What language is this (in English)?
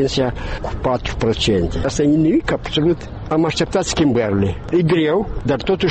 Romanian